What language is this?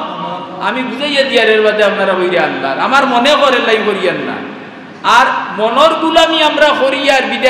Sylheti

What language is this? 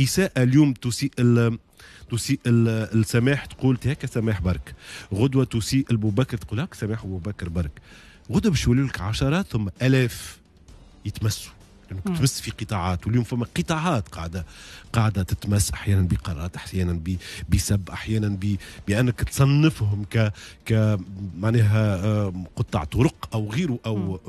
Tunisian Arabic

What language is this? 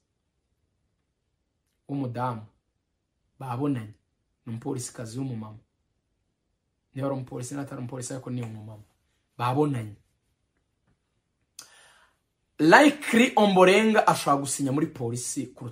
Kinyarwanda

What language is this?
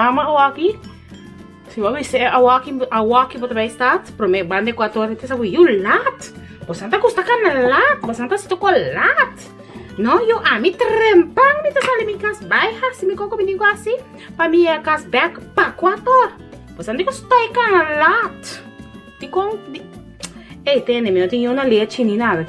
Papiamento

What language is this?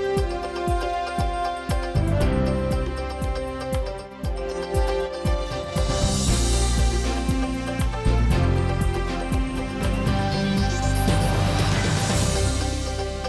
Udmurt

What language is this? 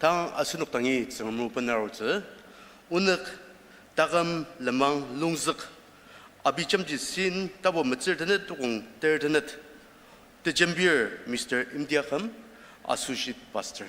Ao Naga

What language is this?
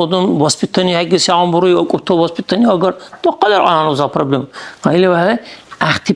Dargwa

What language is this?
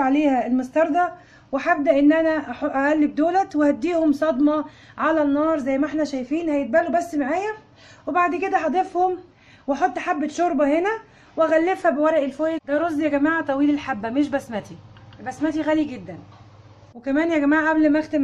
Egyptian Arabic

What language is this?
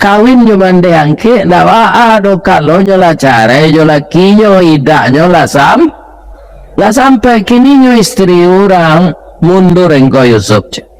Minangkabau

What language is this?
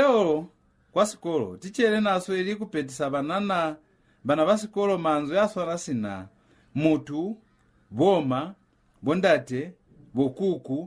Lozi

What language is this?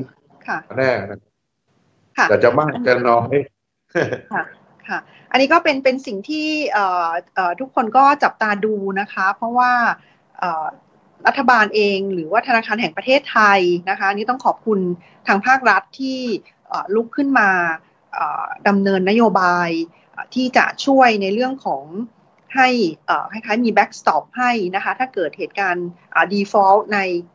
Thai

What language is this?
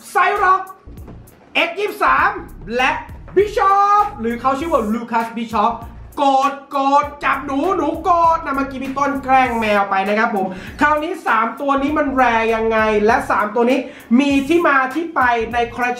Thai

